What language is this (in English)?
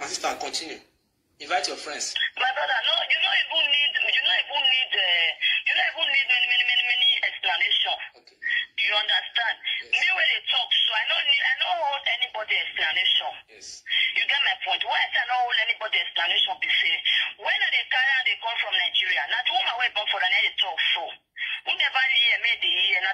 Nigerian Pidgin